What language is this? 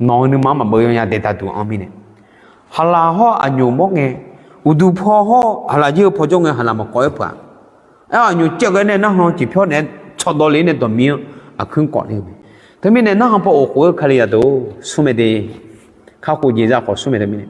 Akha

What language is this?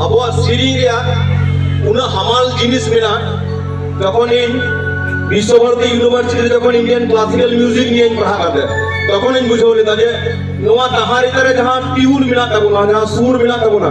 Santali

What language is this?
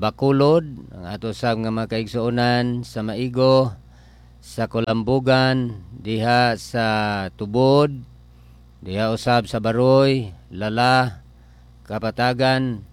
Cebuano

